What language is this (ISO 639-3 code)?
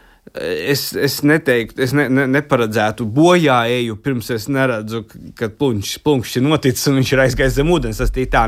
lav